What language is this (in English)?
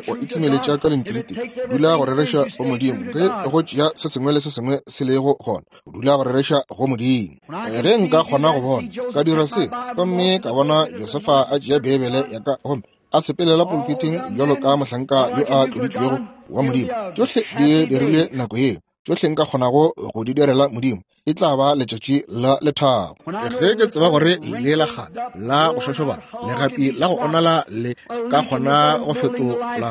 Northern Sotho